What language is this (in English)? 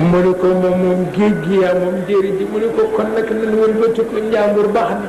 Wolof